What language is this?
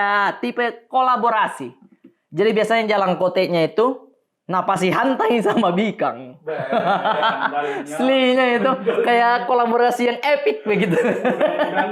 Makassar Malay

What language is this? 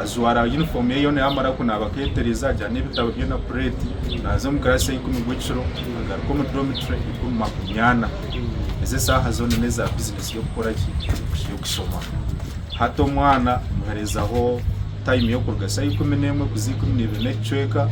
Nyankole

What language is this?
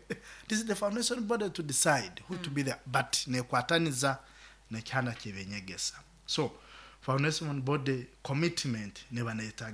Nyoro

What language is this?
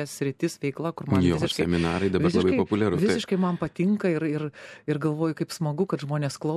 Lithuanian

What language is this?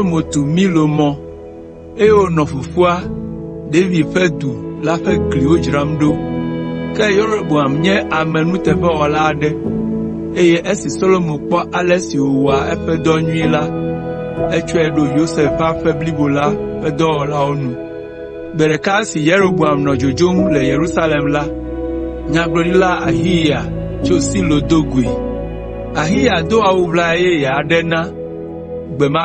Ewe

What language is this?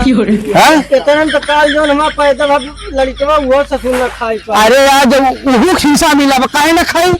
Awadhi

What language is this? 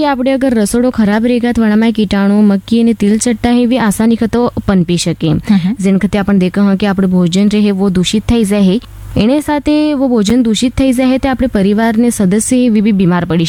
Gujarati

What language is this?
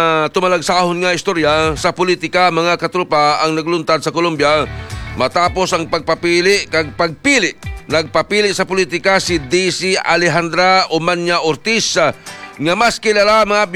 Hiligaynon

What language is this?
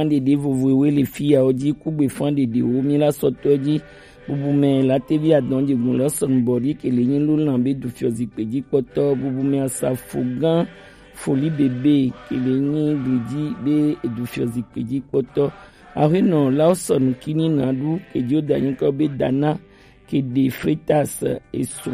Gen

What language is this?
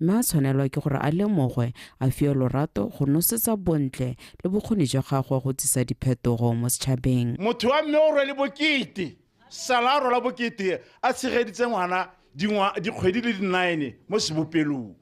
Tswana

